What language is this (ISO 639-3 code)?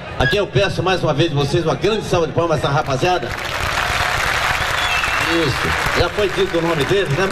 por